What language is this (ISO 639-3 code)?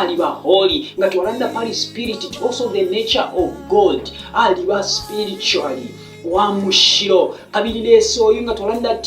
bem